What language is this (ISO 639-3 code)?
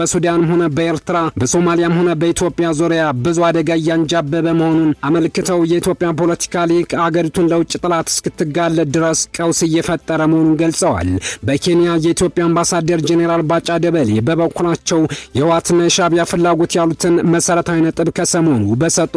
amh